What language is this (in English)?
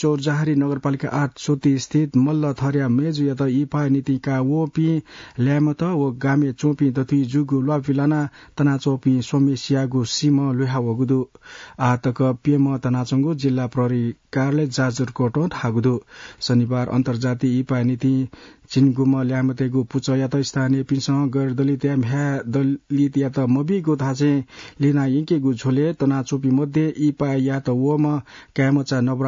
Newari